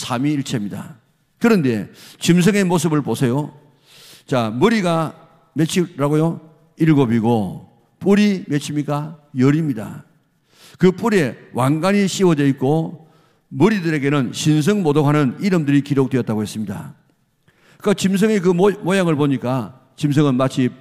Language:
Korean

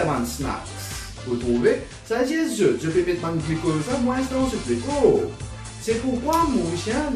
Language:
Morisyen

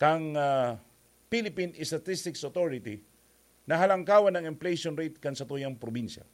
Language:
Bikol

